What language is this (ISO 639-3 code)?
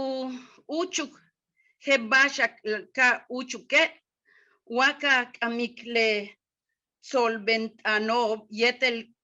yua